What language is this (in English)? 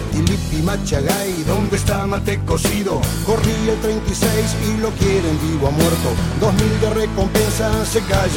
Spanish